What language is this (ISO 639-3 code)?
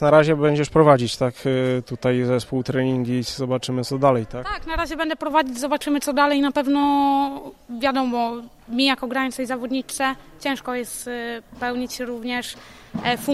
pol